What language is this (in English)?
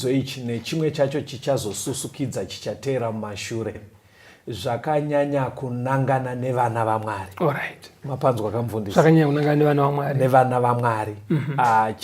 Shona